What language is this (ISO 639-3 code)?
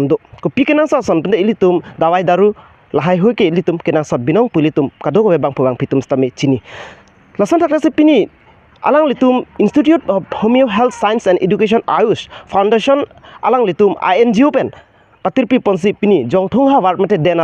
mjw